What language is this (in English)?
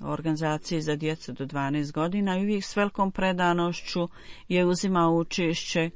Bosnian